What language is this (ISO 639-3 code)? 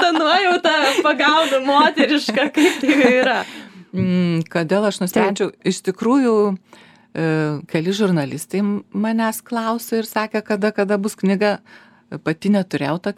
lit